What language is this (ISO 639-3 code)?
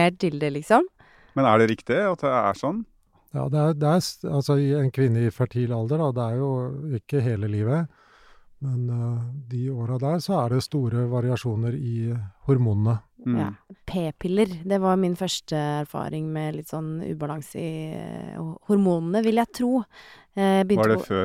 nor